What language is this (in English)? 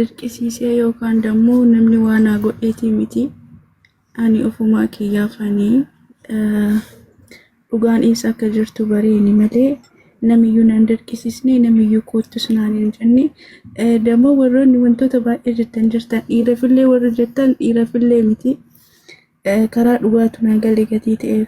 Oromo